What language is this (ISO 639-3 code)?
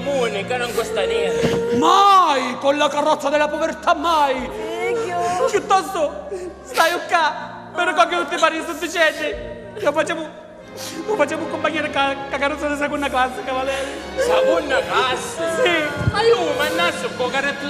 scn